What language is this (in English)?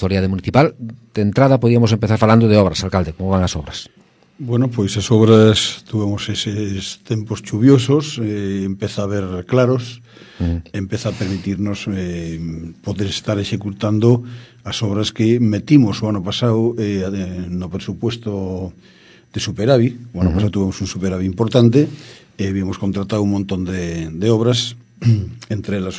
Galician